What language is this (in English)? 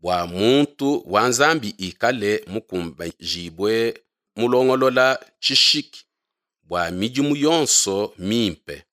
Luba-Lulua